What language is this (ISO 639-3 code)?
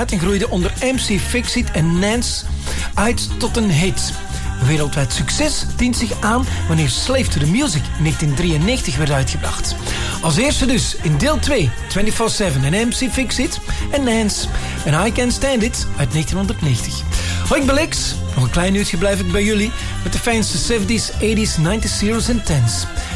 nld